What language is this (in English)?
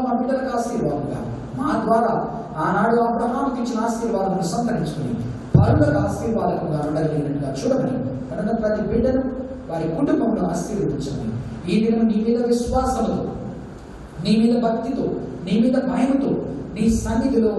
Telugu